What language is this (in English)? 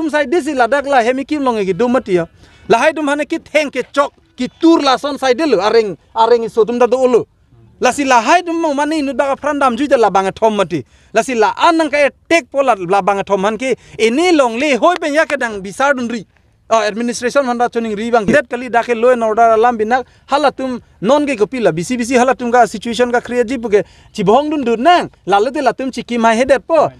Karbi